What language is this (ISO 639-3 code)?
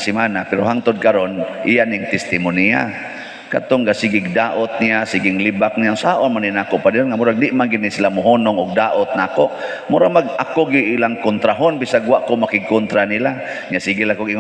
ceb